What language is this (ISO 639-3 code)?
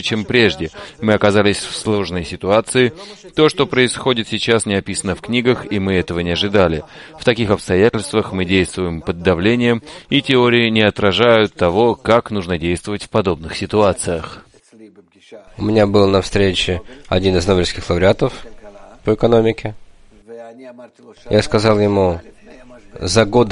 rus